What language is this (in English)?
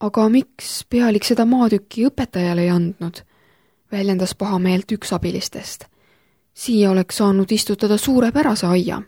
Estonian